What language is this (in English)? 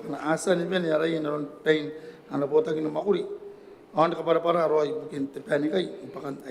Gilbertese